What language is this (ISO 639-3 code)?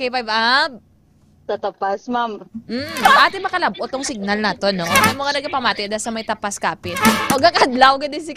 hil